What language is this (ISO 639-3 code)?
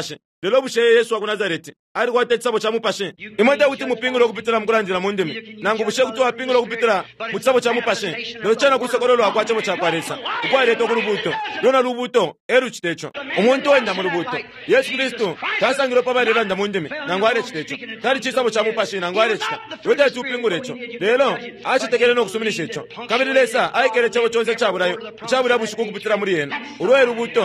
bem